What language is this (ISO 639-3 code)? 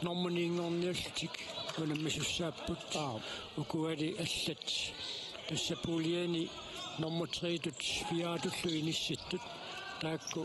kal